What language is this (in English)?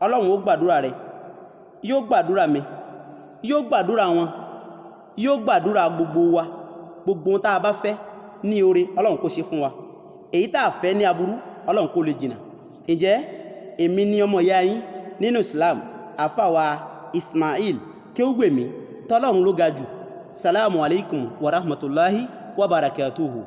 Yoruba